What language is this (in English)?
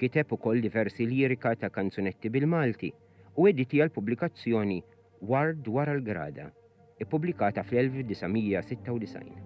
Maltese